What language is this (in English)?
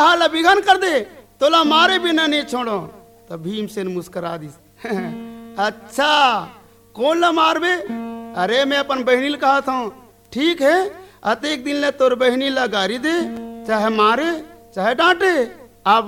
Chhattisgarhi